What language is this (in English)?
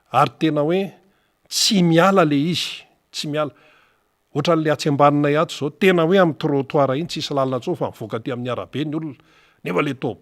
Malagasy